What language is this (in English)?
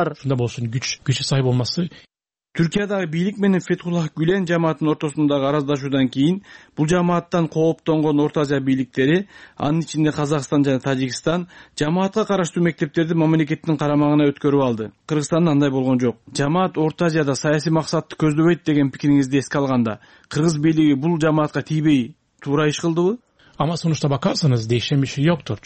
Kyrgyz